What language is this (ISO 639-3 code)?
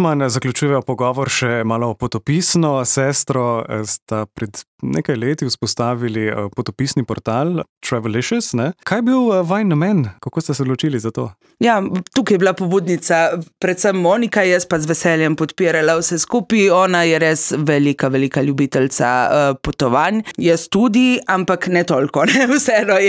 slv